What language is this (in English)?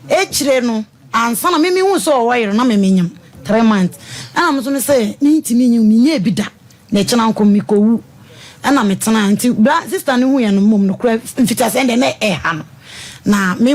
Akan